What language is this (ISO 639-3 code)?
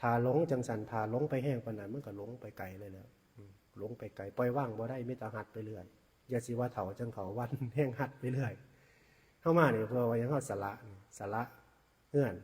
tts